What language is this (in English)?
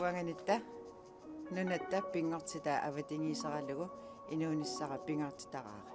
Kalaallisut